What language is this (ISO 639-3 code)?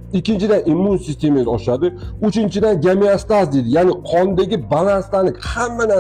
uzb